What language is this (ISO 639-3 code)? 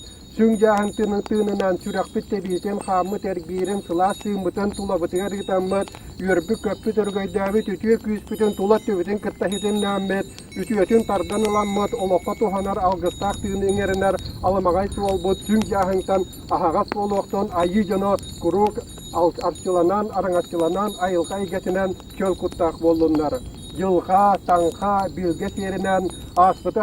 sah